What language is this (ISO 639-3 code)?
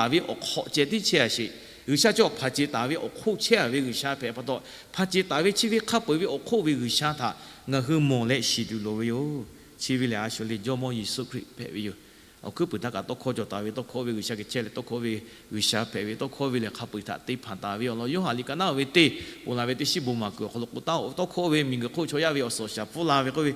lhu